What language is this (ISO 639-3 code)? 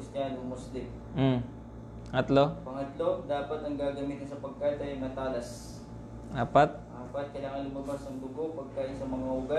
fil